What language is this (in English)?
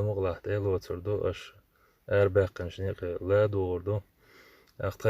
Chechen